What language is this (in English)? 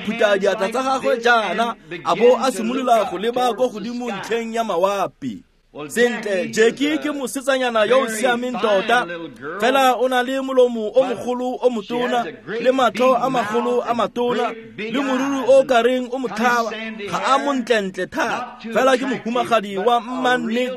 Tswana